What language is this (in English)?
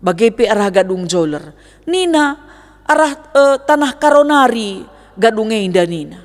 Batak Karo